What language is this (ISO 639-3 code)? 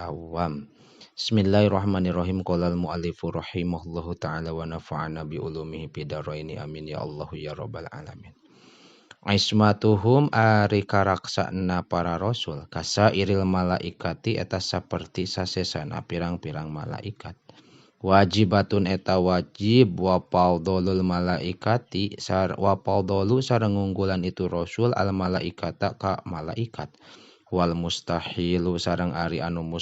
sun